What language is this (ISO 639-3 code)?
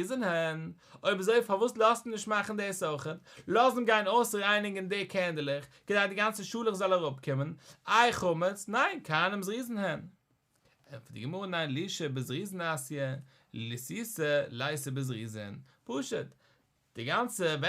yid